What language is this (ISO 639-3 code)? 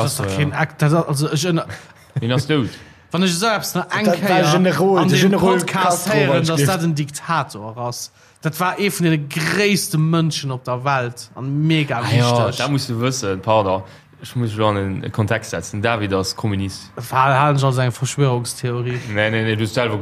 ltz